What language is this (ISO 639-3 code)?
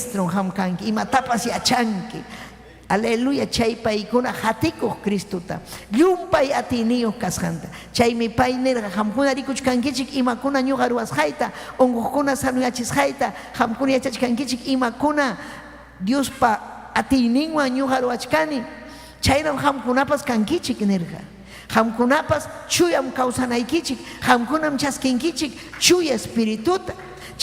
quy